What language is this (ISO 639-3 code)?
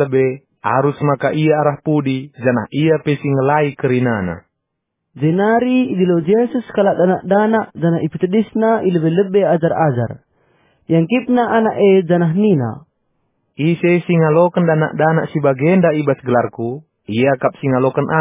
btx